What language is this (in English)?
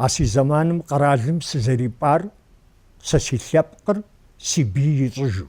Kabardian